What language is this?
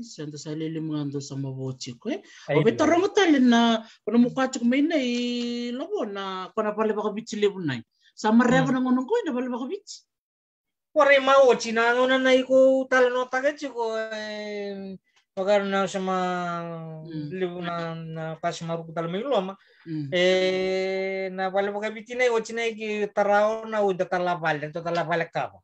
Fijian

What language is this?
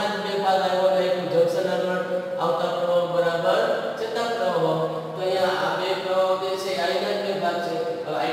Gujarati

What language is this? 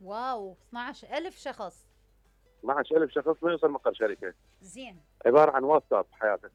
Mesopotamian Arabic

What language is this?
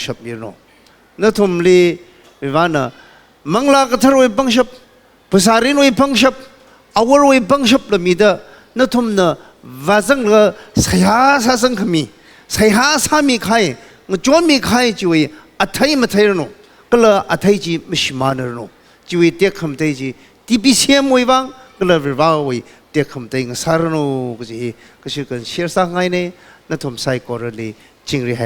Tangkhul Naga (India)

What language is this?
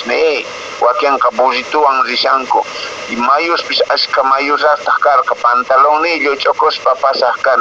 Quechua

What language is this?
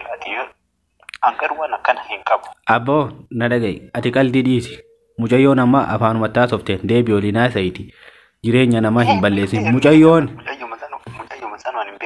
Oromo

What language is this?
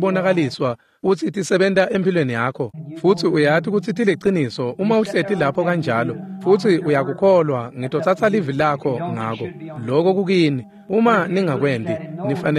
Swati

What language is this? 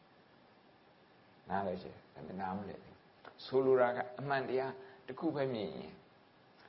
Burmese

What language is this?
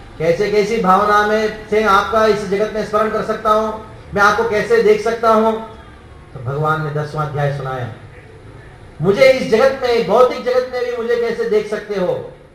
Hindi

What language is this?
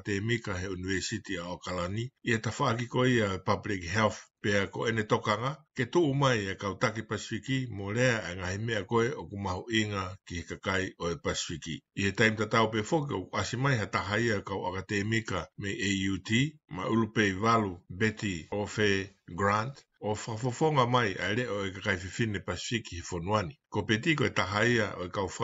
Tongan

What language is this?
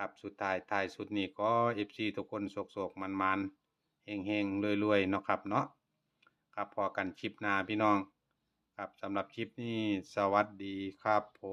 Northeastern Thai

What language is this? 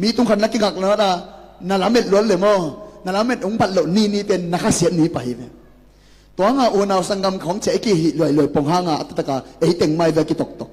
Tedim Chin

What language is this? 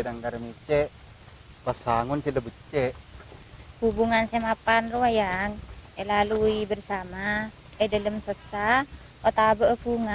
Madurese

